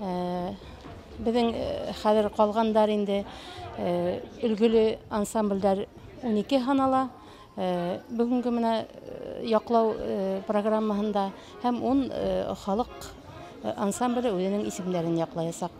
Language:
Bashkir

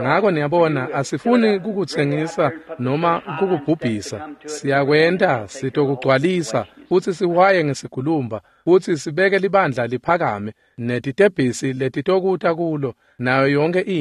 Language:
Swati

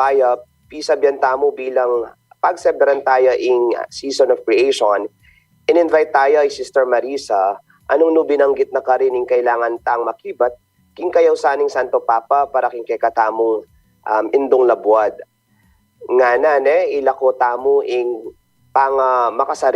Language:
Pampanga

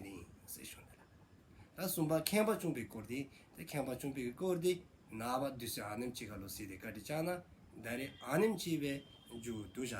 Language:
Dzongkha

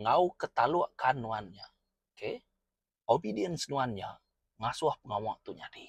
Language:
Iban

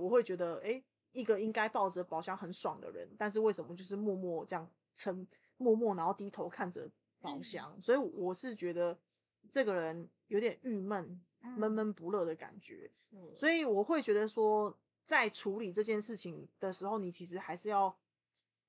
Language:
Chinese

